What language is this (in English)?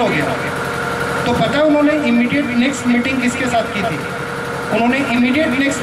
Hindi